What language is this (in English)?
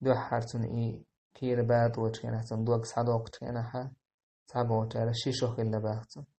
Chechen